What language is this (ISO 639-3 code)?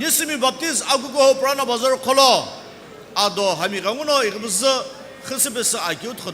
nsm